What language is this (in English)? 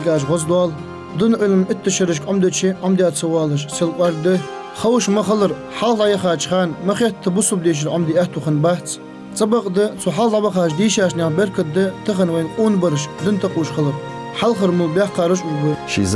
Ingush